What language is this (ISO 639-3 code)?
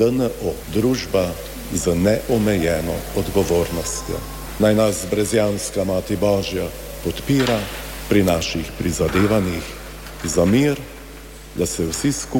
slv